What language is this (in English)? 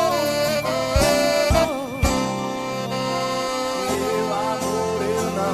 Portuguese